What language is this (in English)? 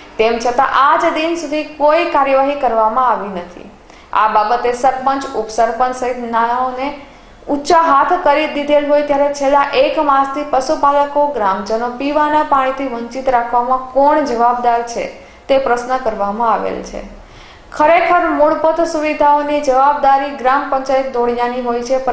Gujarati